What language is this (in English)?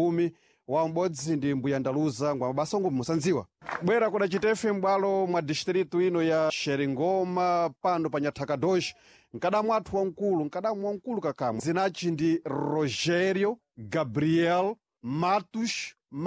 Sena